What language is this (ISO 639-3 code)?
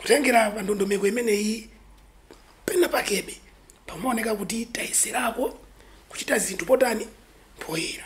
nya